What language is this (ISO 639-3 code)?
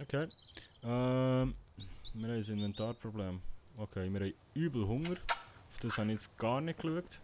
gsw